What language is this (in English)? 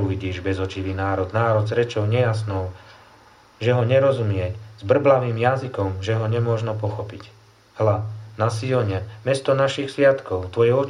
Slovak